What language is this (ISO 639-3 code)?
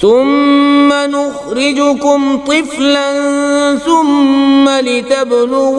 kas